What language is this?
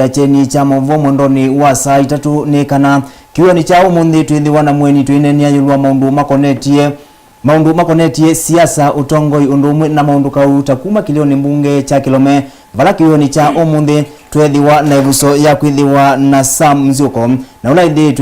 Kamba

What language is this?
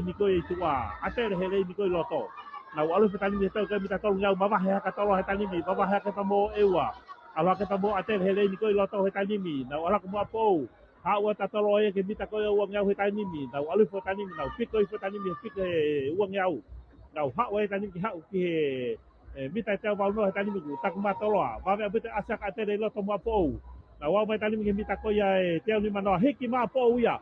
Tongan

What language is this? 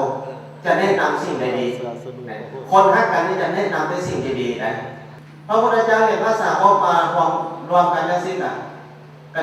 Lao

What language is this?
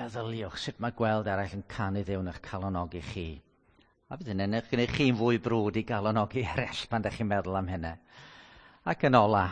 Welsh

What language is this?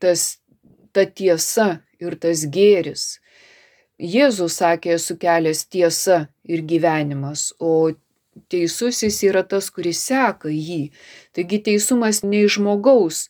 Lithuanian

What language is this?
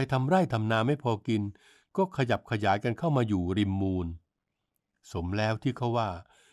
Thai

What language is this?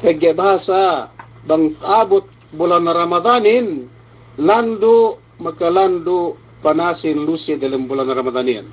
Yakan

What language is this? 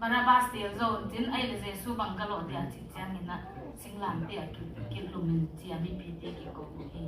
Tedim Chin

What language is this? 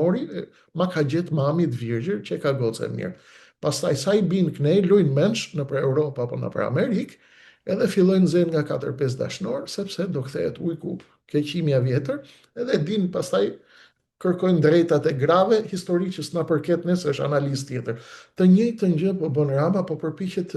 Albanian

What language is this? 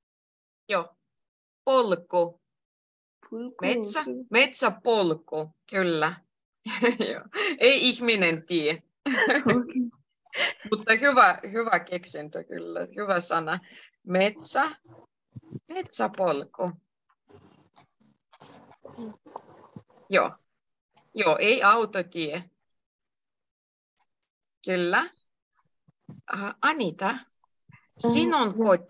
Finnish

